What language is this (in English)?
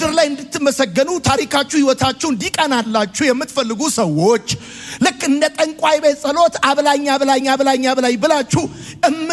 Amharic